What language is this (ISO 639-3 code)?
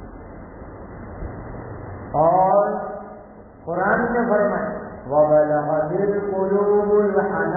urd